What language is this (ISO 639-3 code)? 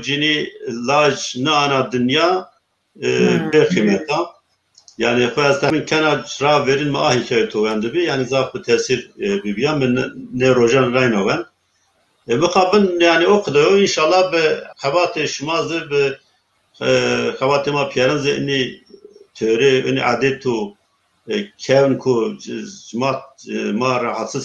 zza